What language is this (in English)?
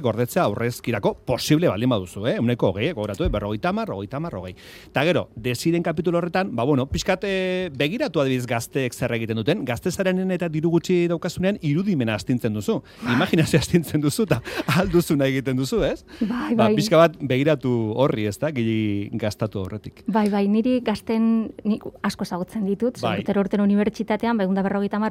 Basque